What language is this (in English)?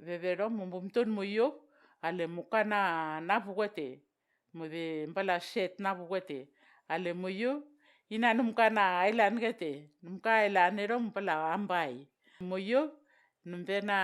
Vao